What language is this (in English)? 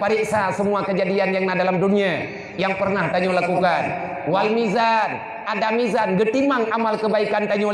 Achinese